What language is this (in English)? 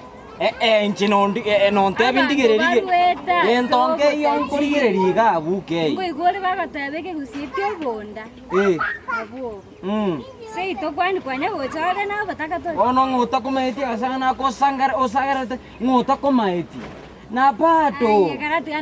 Gusii